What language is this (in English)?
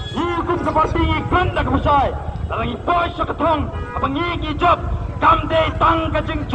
Khasi